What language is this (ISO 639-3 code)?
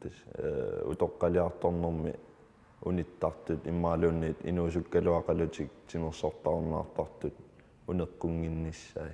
kal